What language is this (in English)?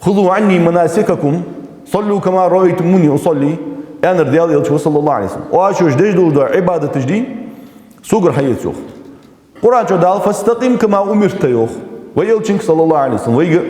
Ingush